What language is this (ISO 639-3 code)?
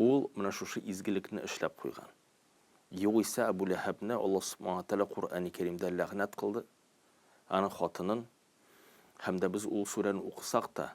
tat